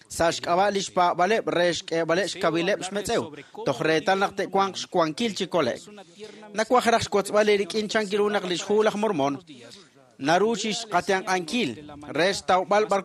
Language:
Kekchí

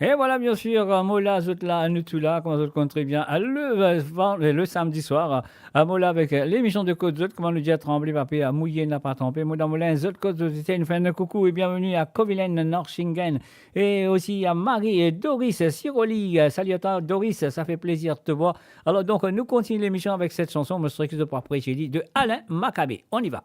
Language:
Morisyen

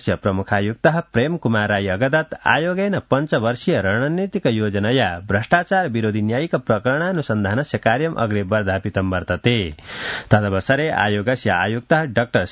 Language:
Sanskrit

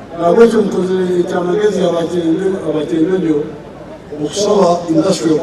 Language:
Nyankole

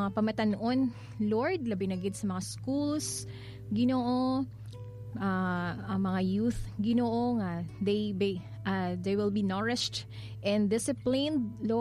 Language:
Hiligaynon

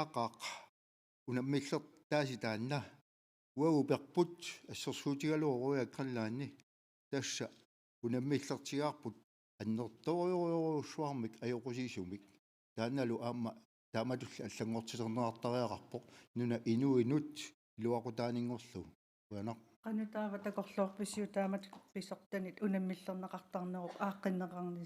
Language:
Kalaallisut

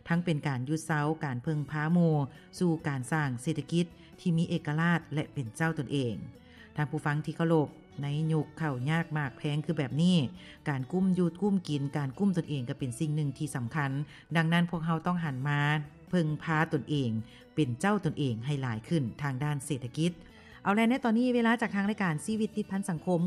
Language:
Lao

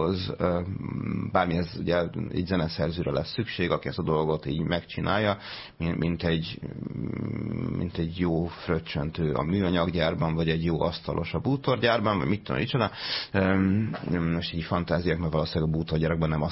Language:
Hungarian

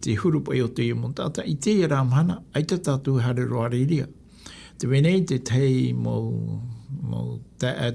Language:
Tahitian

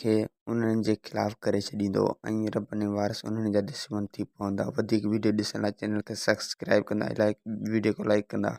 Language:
Sindhi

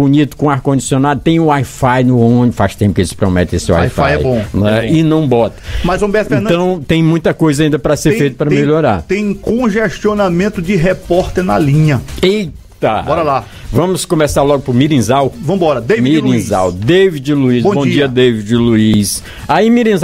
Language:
Portuguese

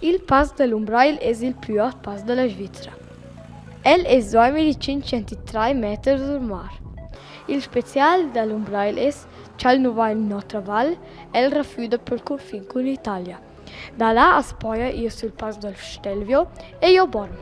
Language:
Romansh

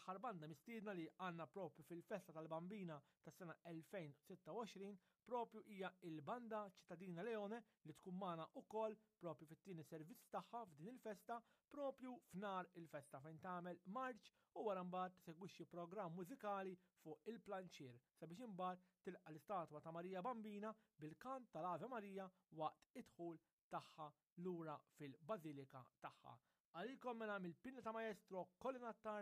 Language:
Maltese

